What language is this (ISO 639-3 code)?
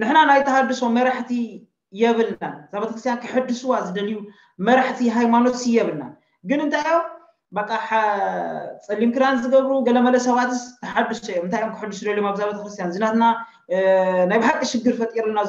tir